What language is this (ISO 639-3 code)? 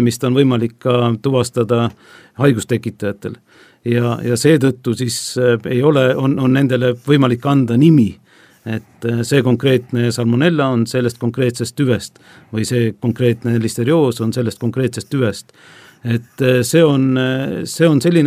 est